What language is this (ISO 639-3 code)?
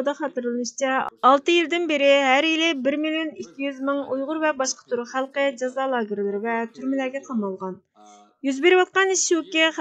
uig